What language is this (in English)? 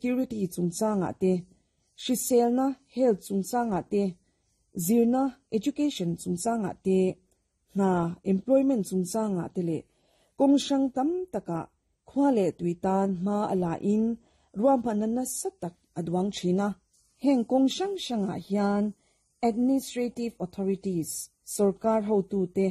Mizo